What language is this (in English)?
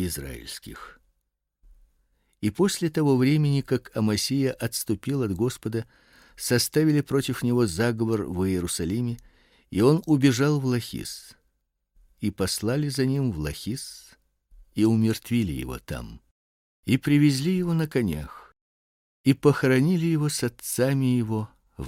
Russian